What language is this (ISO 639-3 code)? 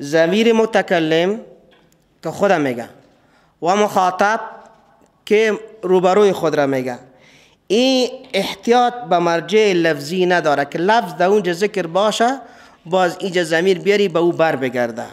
fas